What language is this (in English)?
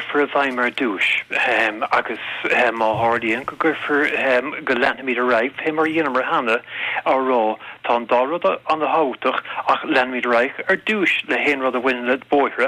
Irish